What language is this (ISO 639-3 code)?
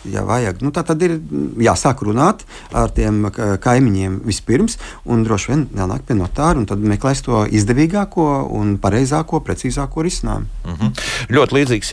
lav